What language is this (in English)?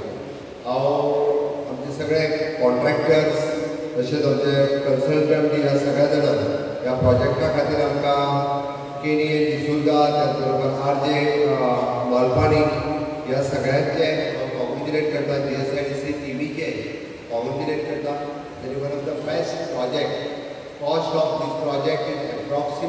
Konkani